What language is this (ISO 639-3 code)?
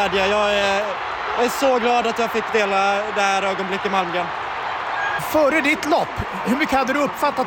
swe